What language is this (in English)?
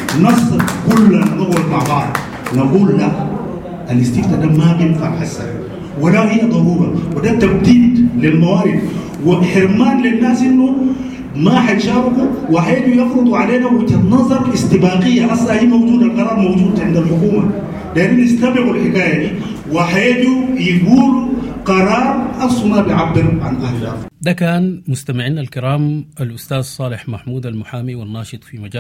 Sudanese Arabic